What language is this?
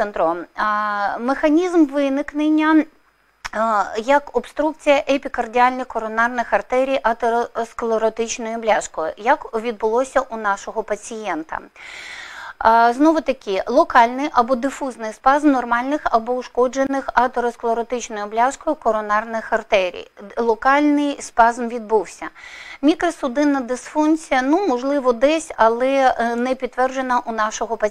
Ukrainian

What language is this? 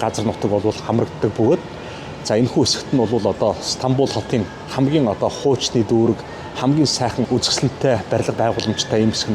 Mongolian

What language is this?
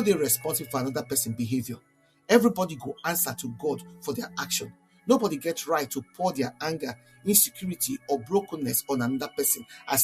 Nigerian Pidgin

